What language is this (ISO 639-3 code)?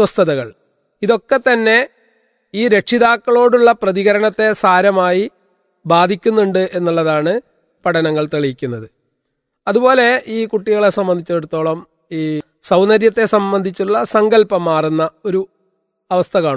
mal